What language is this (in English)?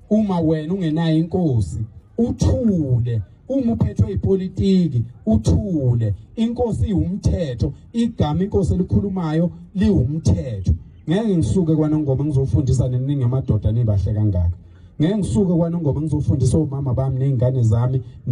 Zulu